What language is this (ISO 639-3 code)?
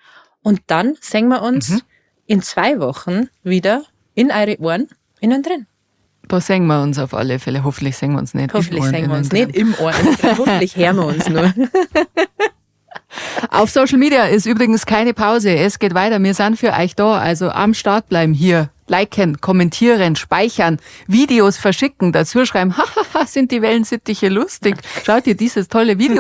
bar